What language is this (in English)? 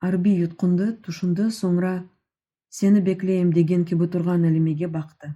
Crimean Tatar